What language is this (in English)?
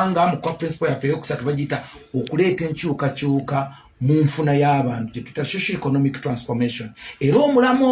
Ganda